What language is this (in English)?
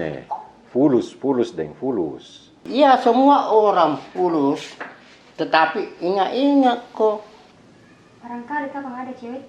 Makassar Malay